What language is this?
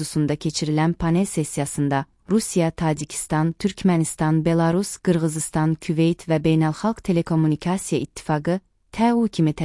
Azerbaijani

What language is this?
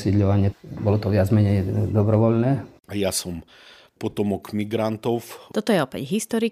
Slovak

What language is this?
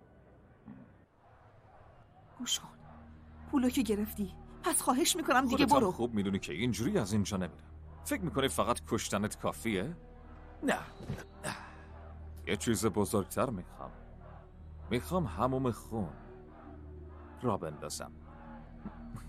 Persian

